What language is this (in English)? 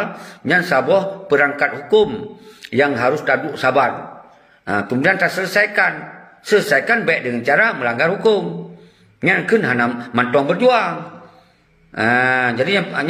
Achinese